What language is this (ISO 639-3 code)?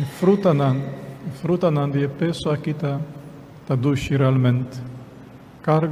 pap